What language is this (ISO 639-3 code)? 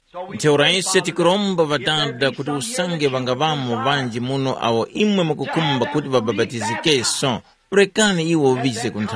tum